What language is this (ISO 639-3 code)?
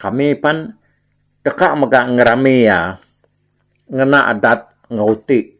iba